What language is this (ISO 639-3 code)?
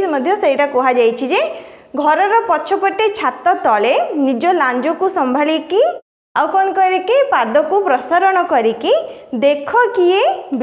ori